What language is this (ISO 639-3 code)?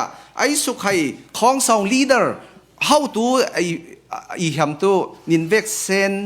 cfm